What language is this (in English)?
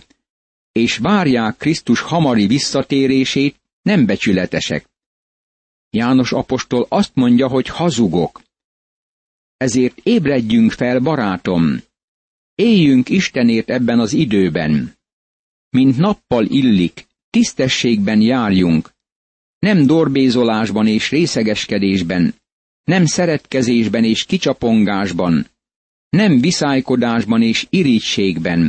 Hungarian